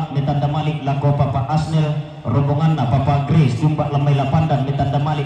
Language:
Toraja-Sa'dan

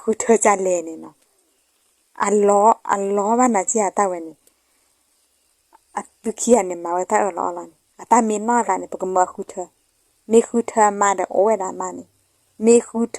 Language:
S'gaw Karen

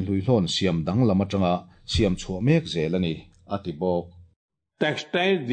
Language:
Mizo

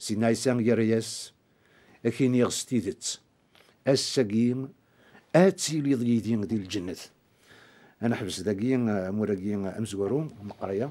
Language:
Kabyle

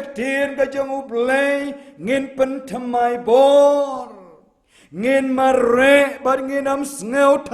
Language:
Khasi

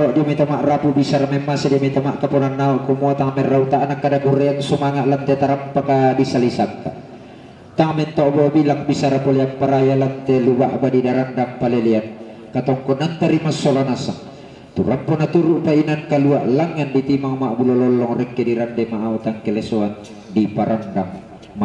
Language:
Toraja-Sa'dan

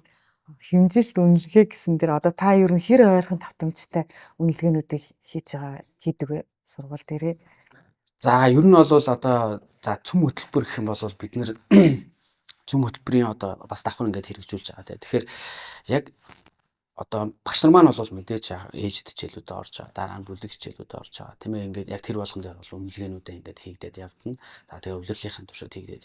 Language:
Mongolian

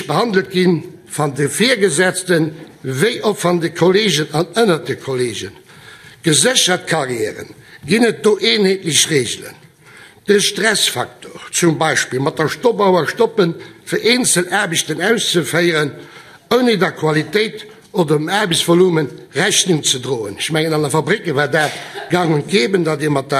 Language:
Luxembourgish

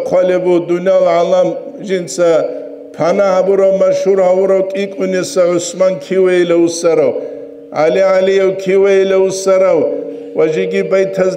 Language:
Avaric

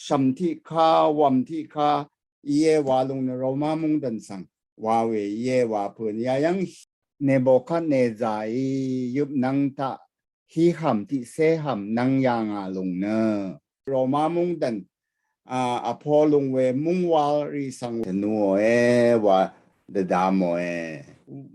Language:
Rawang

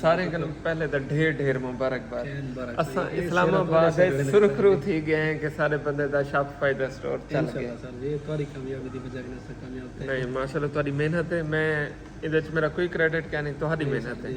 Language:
Saraiki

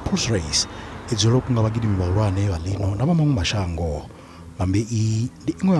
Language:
Venda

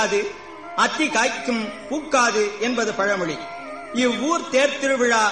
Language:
Tamil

